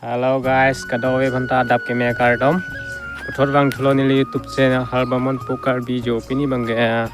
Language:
Karbi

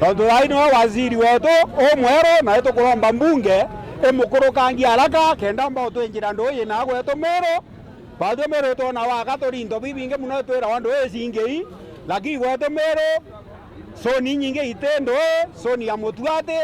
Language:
Meru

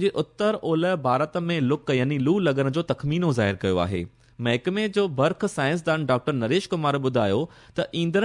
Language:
Sindhi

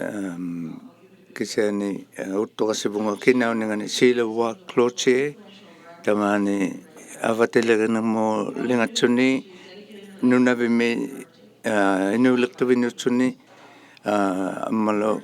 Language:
Inuktitut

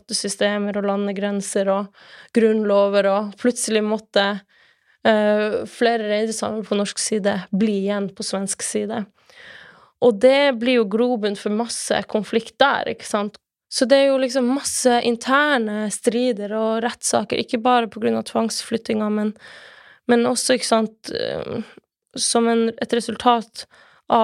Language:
Norwegian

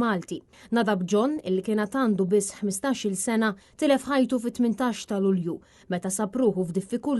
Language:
Maltese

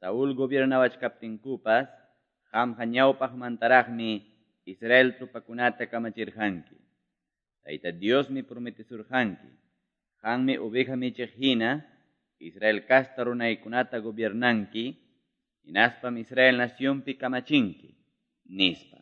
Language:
Quechua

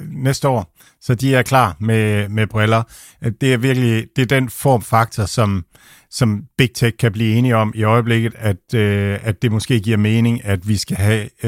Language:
Danish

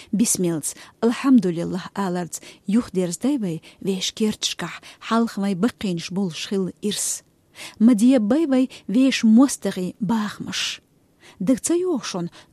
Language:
Chechen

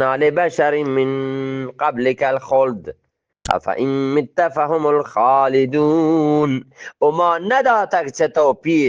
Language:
Eastern Balochi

